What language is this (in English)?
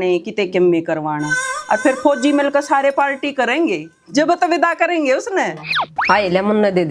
Haryanvi